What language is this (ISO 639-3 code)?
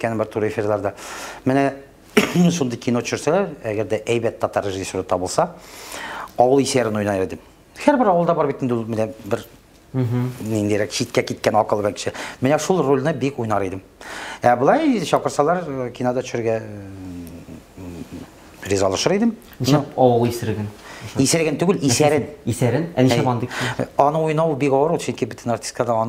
tat